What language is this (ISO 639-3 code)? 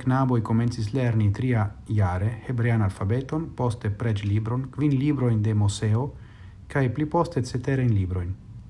epo